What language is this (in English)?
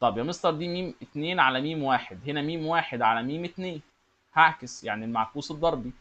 Egyptian Arabic